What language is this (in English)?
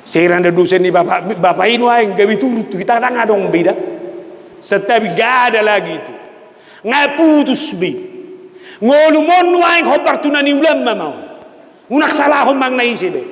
Batak Toba